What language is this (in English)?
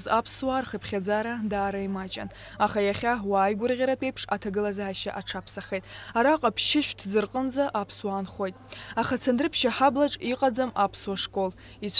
Abkhazian